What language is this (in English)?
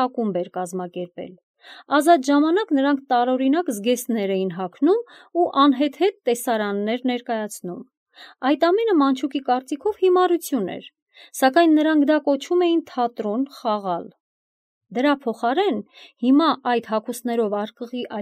Armenian